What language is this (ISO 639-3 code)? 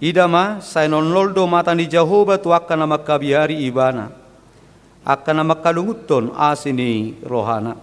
bbc